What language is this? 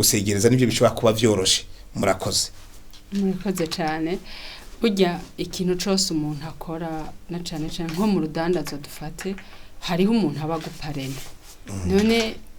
Rundi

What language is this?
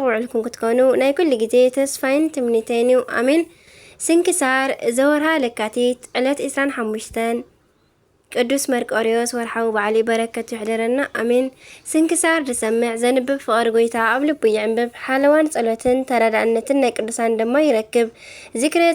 Tigrinya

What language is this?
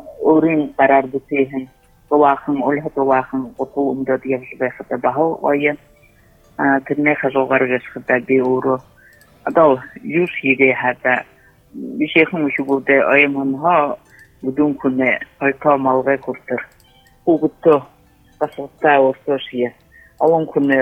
Buriat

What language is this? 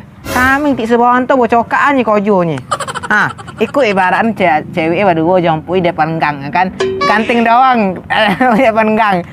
Minangkabau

